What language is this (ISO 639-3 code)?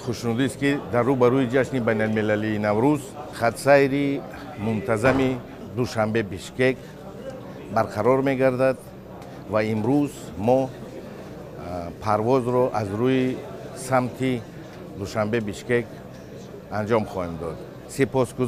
tgk